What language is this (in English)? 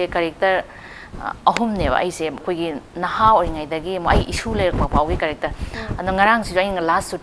Manipuri